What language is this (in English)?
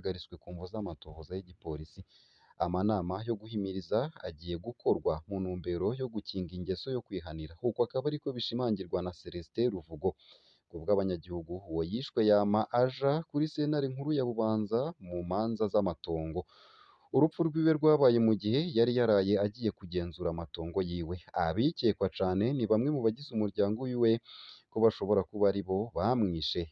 Rundi